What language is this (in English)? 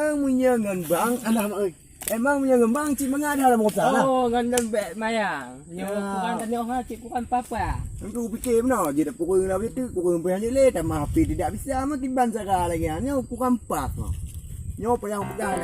Achinese